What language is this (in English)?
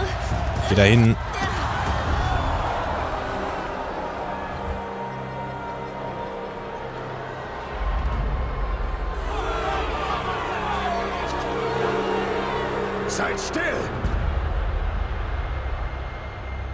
German